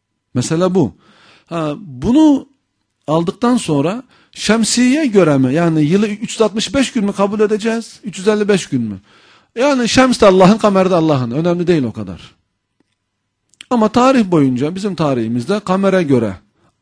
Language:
Turkish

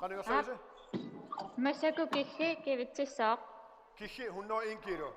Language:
Kalaallisut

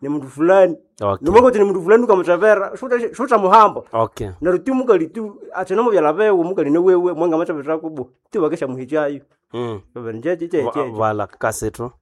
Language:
Nande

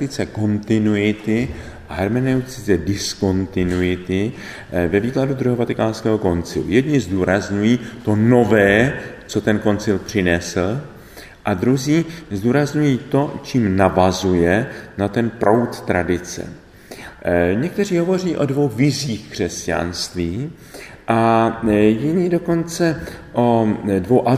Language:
Czech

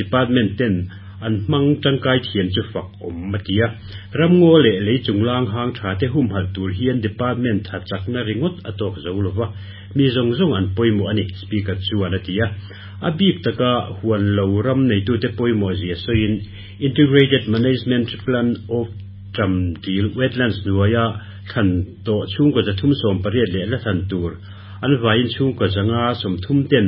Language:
Mizo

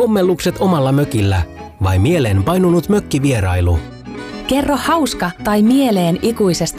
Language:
Finnish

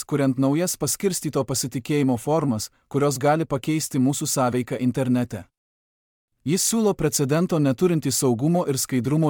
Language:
Lithuanian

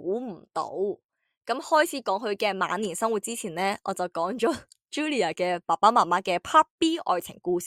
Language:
Cantonese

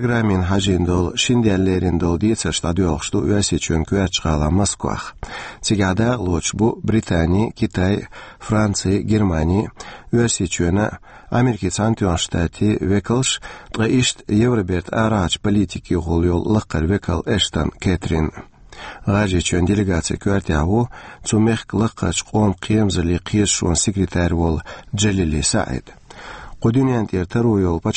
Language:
Chechen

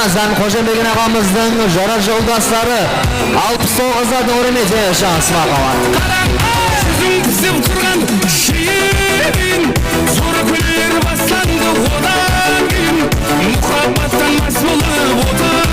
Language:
Kara-Kalpak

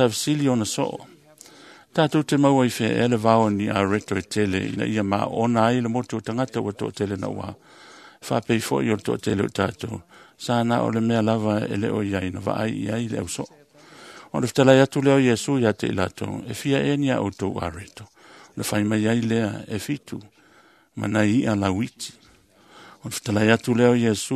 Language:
Samoan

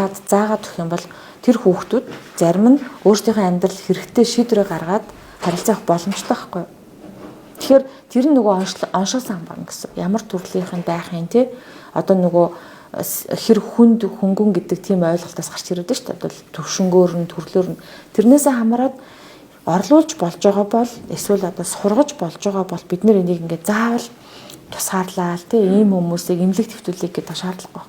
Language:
Mongolian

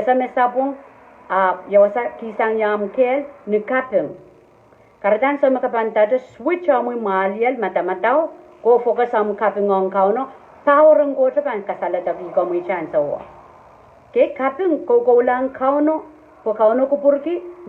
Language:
Pohnpeian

